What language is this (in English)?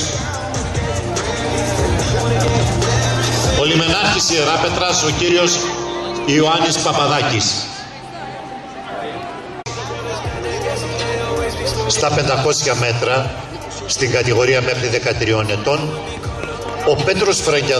Greek